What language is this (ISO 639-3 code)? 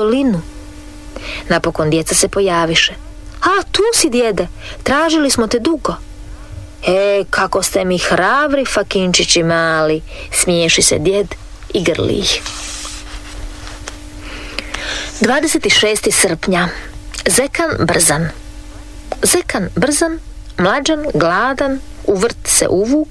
hrv